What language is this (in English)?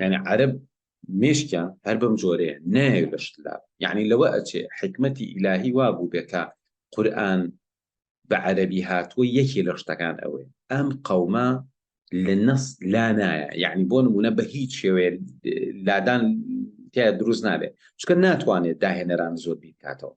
Central Kurdish